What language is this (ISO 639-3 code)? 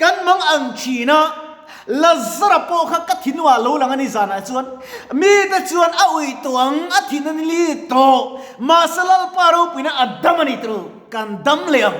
lus